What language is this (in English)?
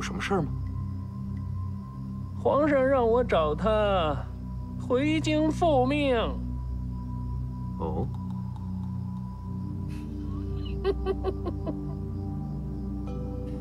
Chinese